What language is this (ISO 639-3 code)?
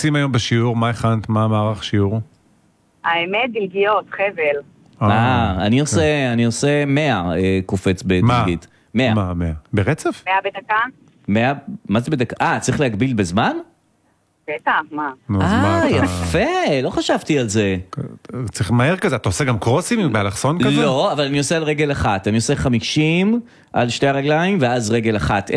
heb